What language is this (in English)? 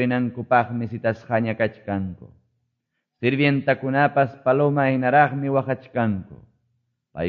Quechua